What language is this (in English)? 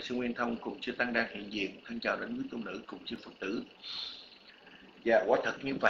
Vietnamese